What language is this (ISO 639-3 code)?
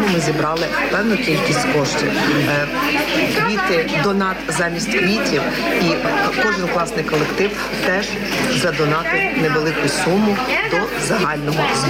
ukr